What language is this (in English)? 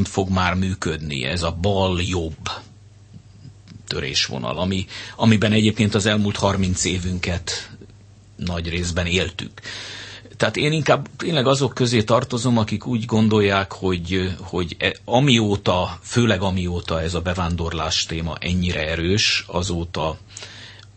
Hungarian